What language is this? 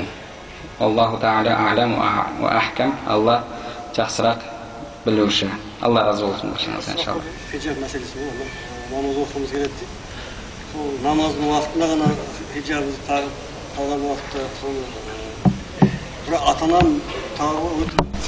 Kazakh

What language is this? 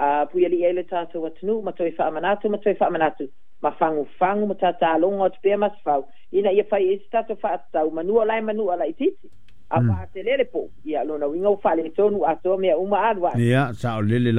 Samoan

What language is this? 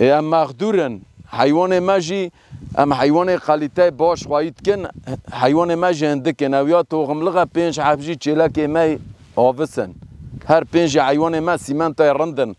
Kurdish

